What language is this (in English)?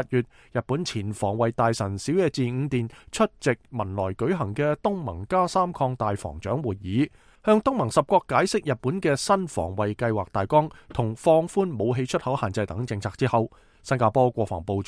Cantonese